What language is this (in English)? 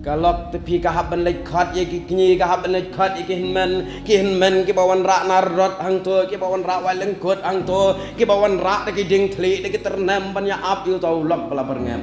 Khasi